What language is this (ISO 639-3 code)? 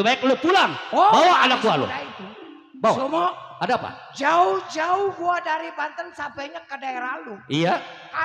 bew